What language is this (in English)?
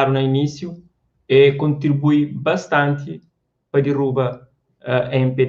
Kabuverdianu